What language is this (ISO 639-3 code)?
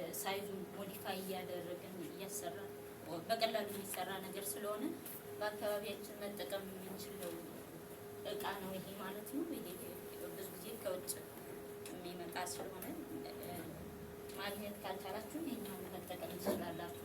amh